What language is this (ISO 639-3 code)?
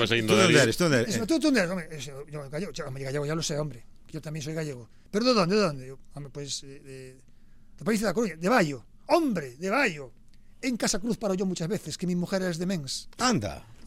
glg